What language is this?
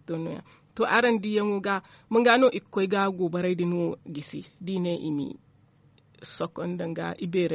Zarma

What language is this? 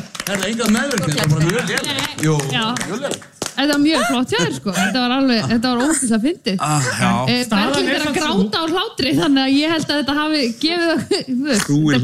Icelandic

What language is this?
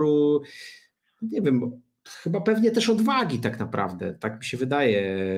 Polish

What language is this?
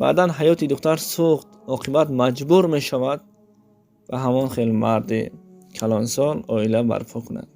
Tajik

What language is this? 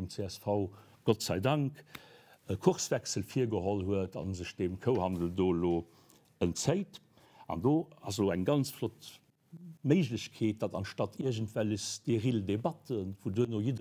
Luxembourgish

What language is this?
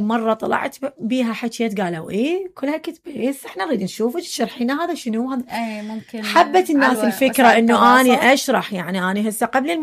Mesopotamian Arabic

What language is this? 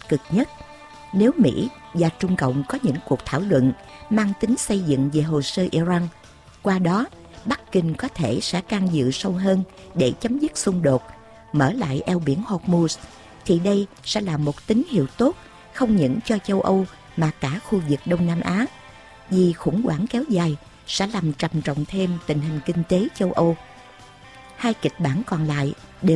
Vietnamese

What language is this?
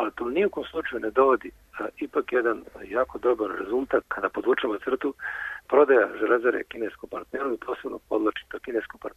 Serbian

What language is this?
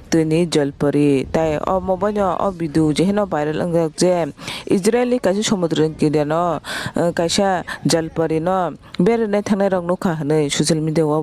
Kok Borok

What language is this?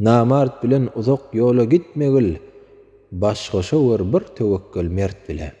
Turkmen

